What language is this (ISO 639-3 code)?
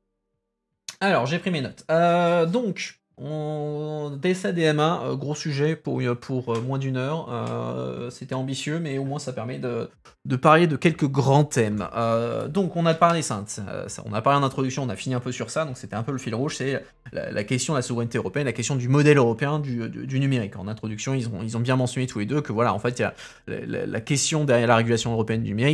fra